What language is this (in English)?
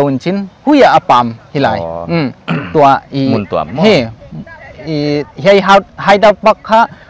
Paite Chin